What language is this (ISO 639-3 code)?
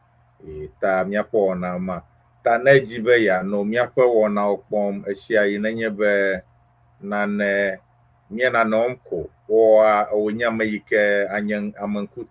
ewe